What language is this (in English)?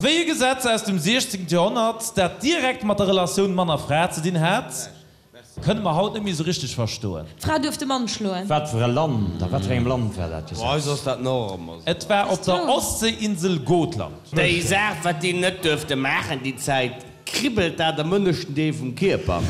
Luxembourgish